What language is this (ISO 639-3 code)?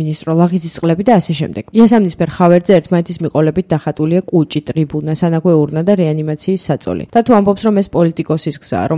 kat